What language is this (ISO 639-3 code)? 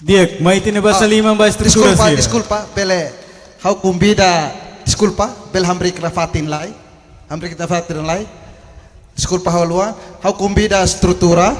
tet